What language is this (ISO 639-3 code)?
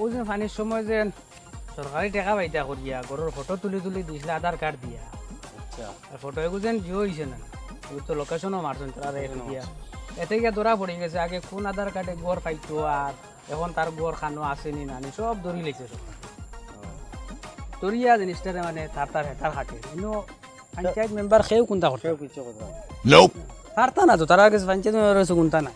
syl